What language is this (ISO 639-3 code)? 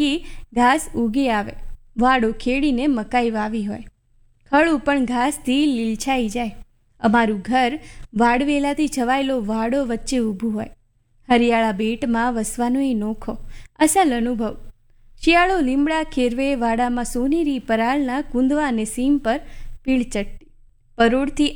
guj